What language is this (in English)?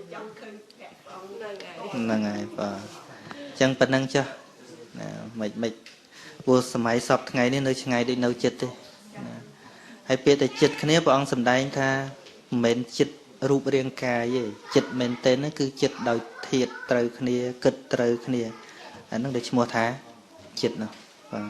Khmer